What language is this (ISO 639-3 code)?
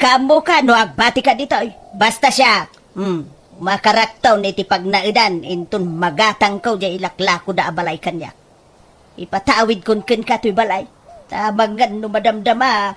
ilo